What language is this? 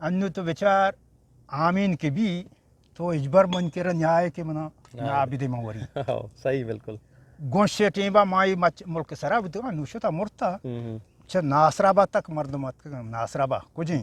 Eastern Balochi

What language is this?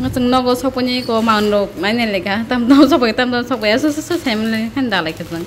Kok Borok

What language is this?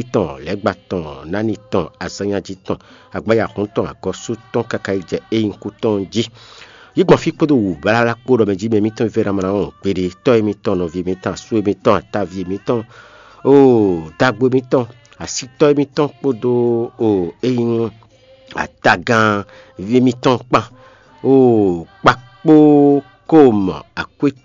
Fon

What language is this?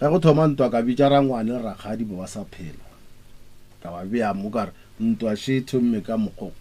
Northern Sotho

